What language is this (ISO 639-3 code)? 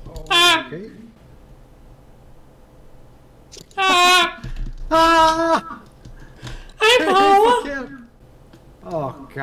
dan